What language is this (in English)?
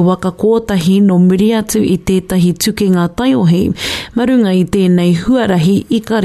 Māori